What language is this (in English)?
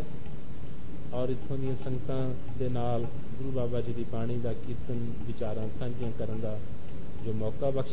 Punjabi